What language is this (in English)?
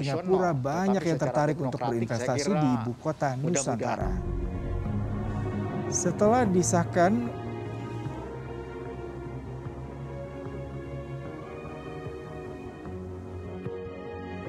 Indonesian